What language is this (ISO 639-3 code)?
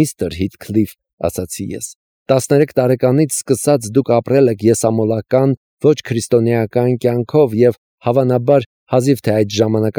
hye